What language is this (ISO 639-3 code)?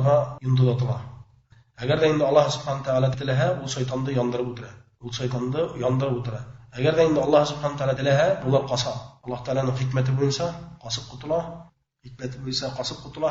bak